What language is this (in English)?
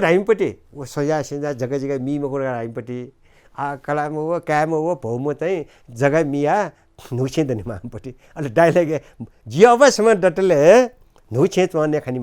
Newari